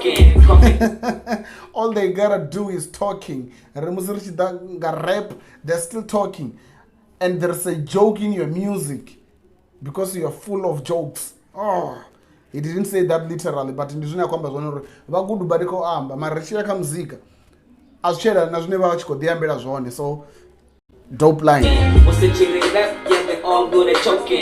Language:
Venda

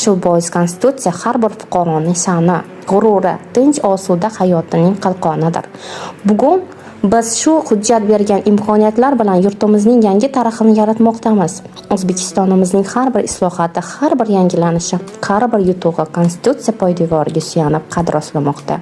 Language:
Uzbek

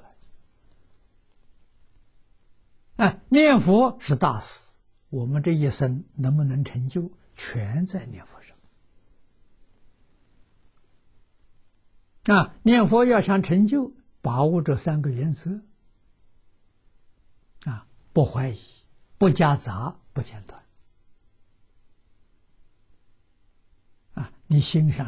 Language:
Chinese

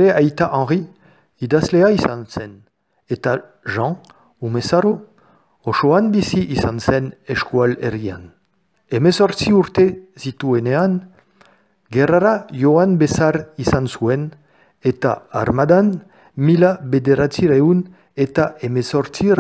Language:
Basque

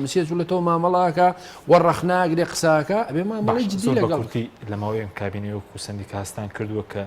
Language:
Central Kurdish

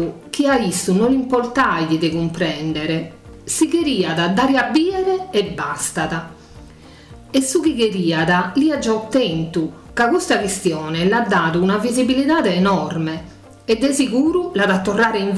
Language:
Sardinian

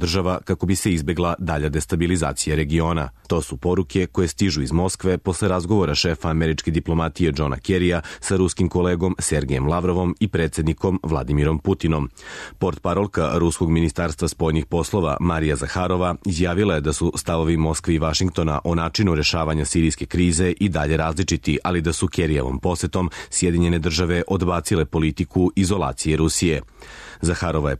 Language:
Serbian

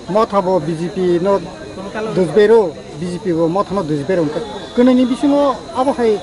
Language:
Kok Borok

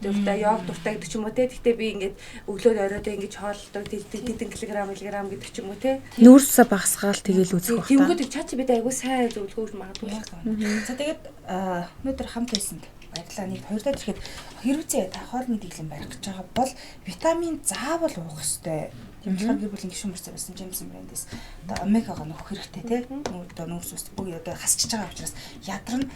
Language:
Mongolian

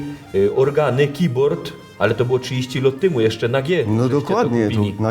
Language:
Silesian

